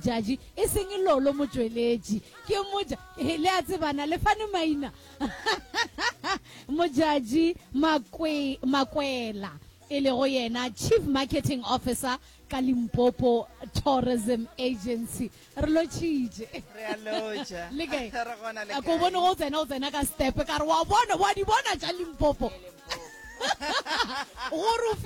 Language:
Northern Sotho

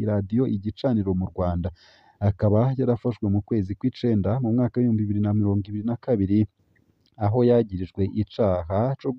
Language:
Rundi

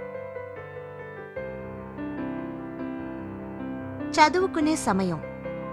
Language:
Telugu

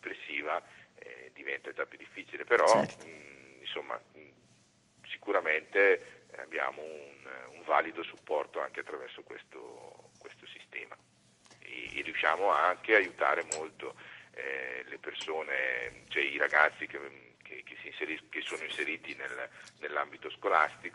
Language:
Italian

